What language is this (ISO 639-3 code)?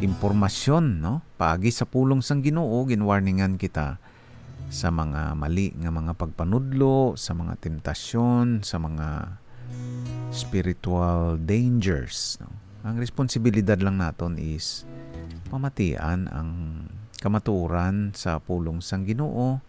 hil